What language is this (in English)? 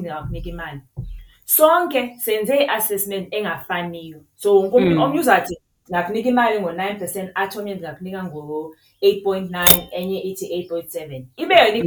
Xhosa